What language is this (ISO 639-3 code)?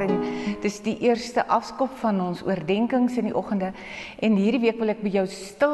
afr